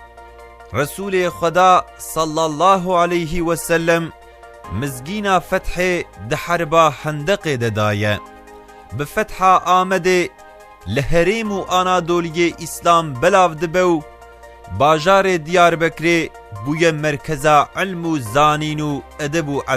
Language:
Kurdish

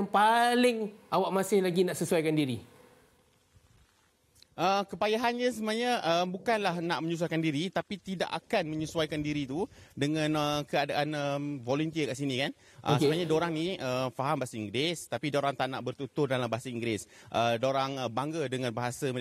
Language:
Malay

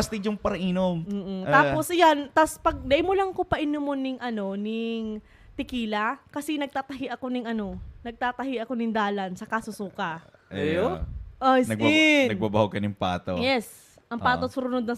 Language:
Bikol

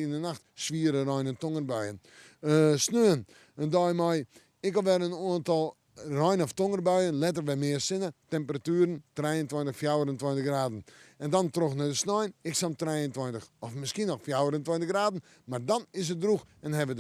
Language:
Western Frisian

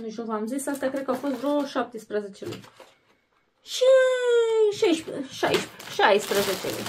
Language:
Romanian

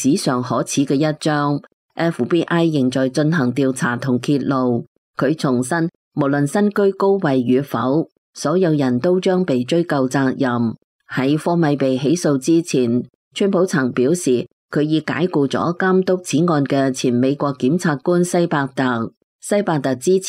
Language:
Cantonese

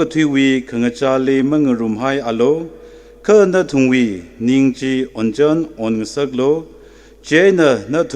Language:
Tangkhul Naga (India)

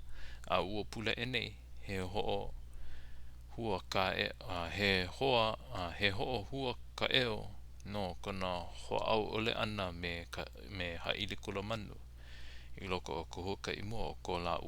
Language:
Hawaiian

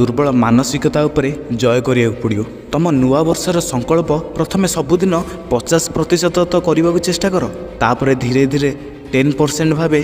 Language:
Odia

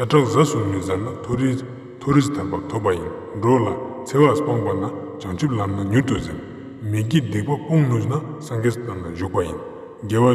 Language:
Ladakhi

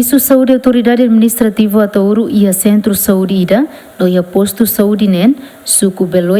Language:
Tetum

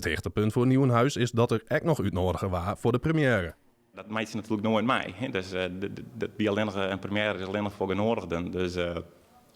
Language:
Western Frisian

